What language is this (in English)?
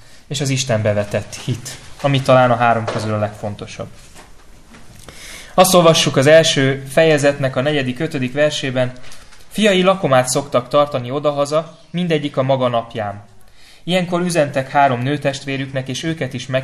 Hungarian